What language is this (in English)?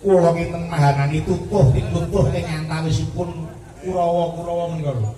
Javanese